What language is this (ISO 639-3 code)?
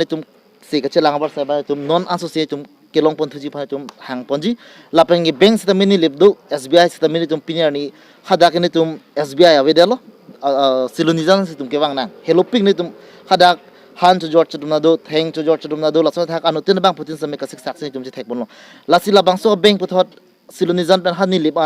mjw